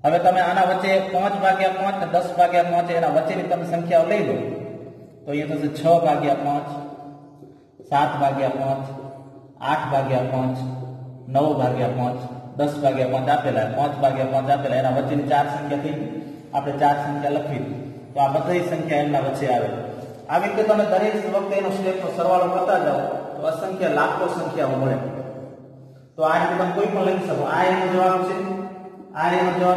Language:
Gujarati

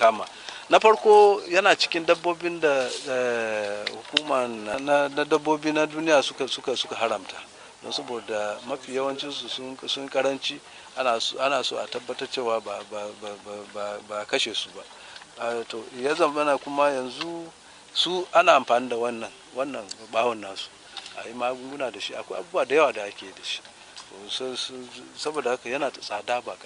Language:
Hausa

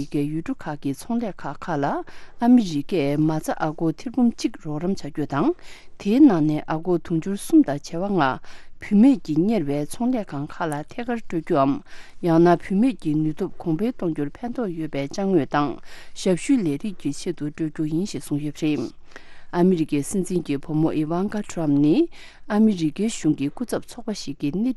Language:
Tibetan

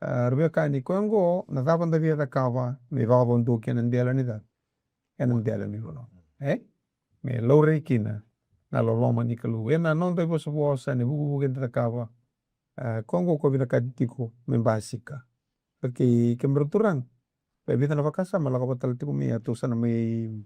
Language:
Fijian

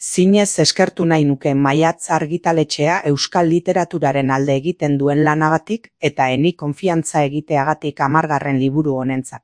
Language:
Basque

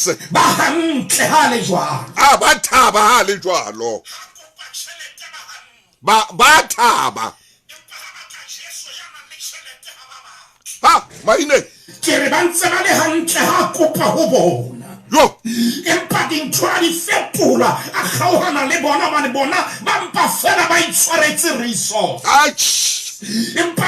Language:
Southern Sotho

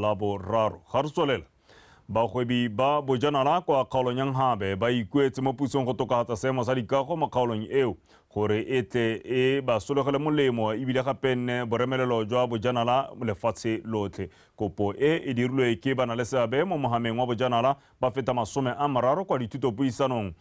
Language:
Tswana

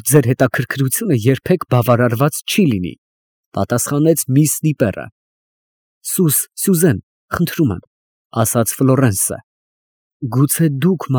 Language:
Armenian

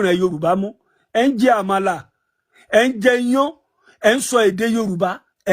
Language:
Yoruba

